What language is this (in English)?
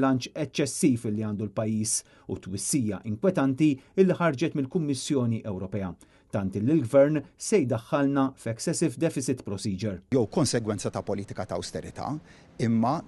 Maltese